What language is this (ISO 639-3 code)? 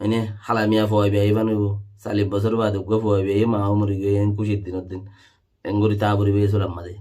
rhg